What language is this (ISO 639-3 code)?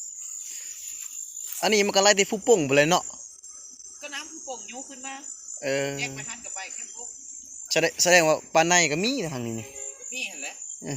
lao